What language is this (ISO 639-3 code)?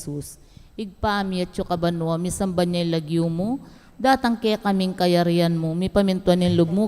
pam